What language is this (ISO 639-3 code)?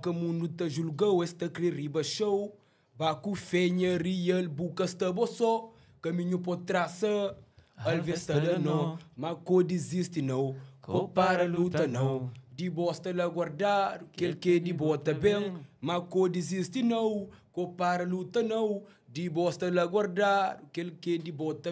kea